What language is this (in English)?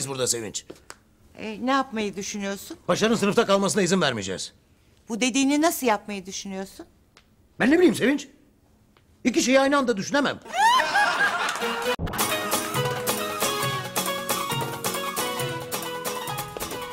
Turkish